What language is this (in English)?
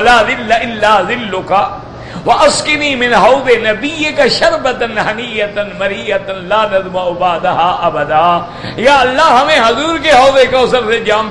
Urdu